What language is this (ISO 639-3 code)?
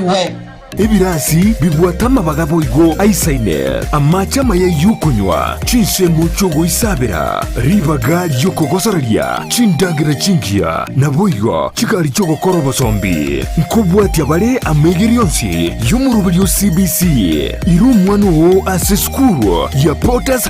guz